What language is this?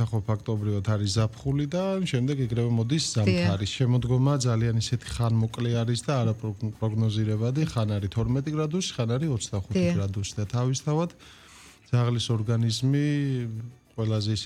Georgian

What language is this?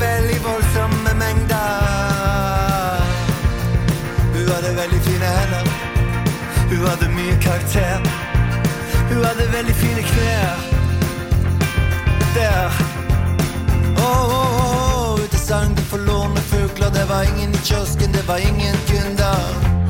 Norwegian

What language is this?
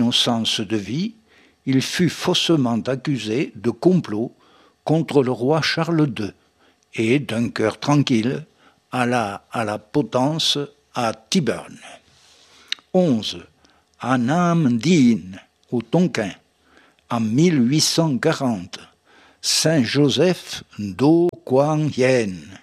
French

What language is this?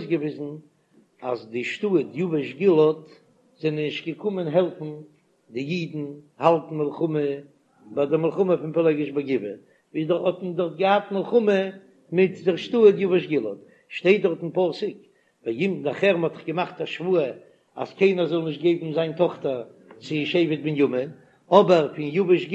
Yiddish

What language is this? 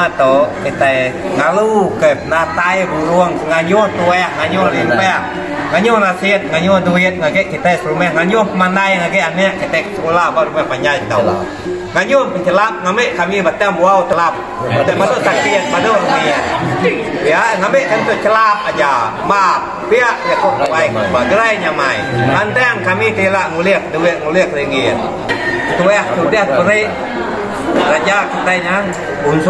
Iban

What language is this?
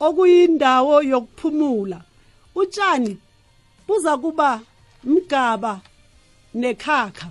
South Ndebele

